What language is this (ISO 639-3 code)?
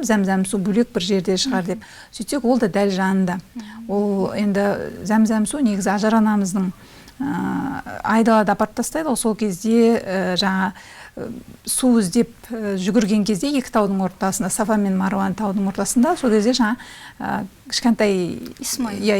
kaz